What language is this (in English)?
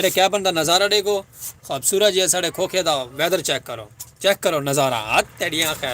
Saraiki